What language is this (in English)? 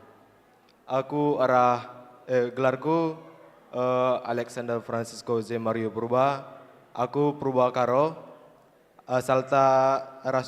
Batak Karo